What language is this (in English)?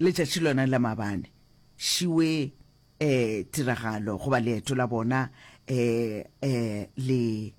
Northern Sotho